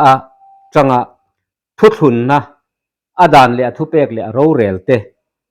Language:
Mizo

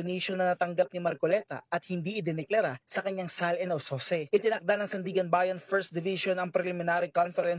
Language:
Filipino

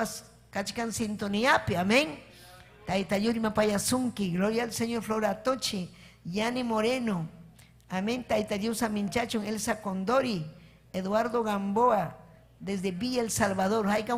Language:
Ayacucho Quechua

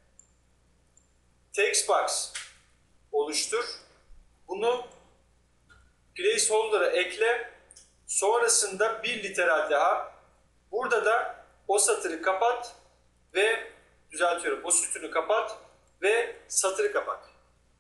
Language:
Turkish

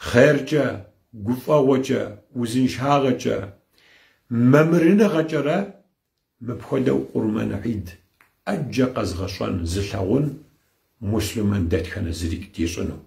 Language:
Kabardian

